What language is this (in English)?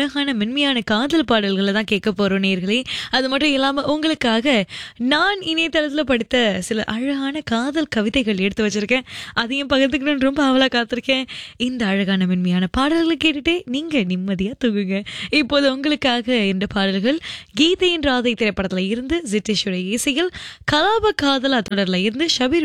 Tamil